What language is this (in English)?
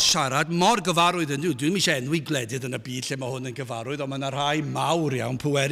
Welsh